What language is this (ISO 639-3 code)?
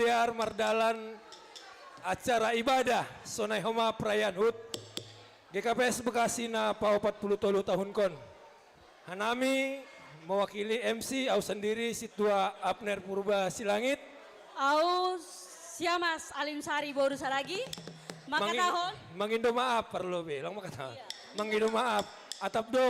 bts